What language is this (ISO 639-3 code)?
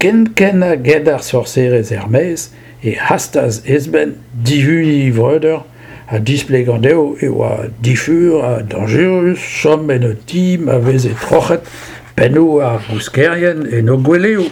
bre